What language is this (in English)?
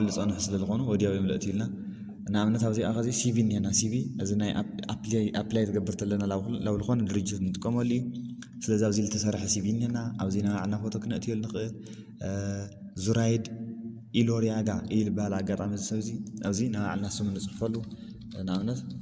Tigrinya